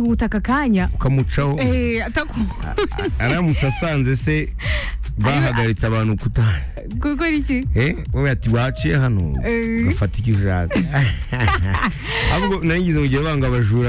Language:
Kinyarwanda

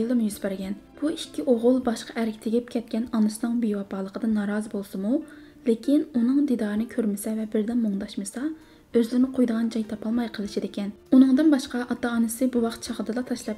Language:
Uyghur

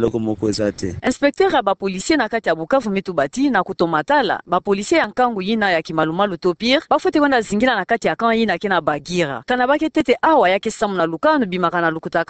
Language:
Kituba (Democratic Republic of Congo)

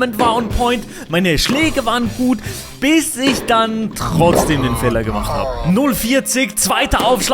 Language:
Swiss German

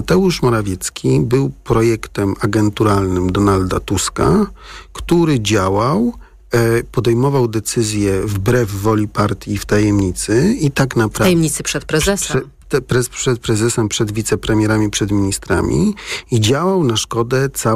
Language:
Polish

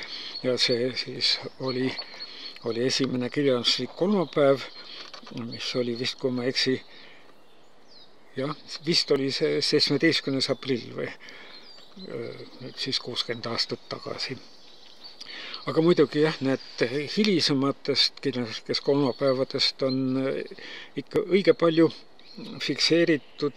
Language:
Estonian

